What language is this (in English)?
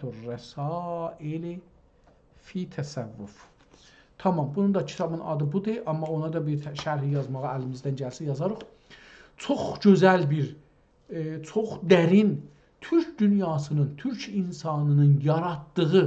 South Azerbaijani